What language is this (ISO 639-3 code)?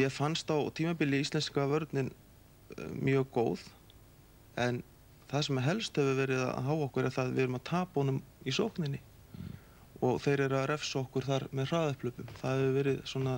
isl